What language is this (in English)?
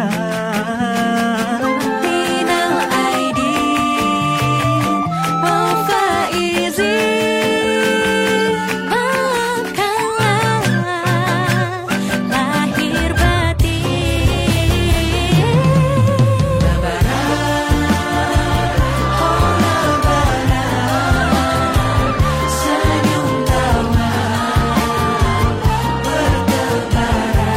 Indonesian